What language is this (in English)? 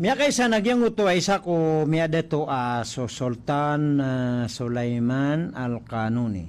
Maranao